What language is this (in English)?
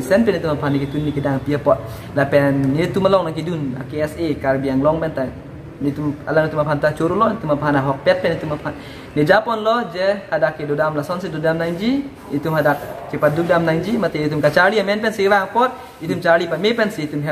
Karbi